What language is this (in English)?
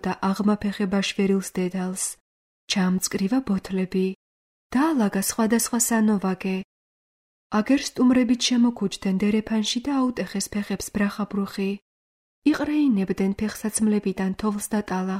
Georgian